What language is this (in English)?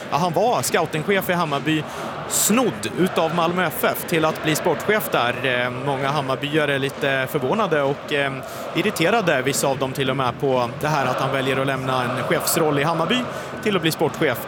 Swedish